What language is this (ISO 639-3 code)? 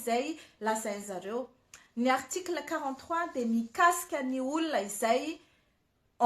mlg